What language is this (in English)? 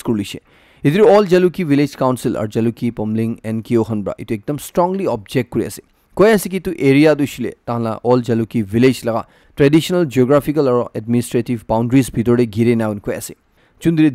Naga Pidgin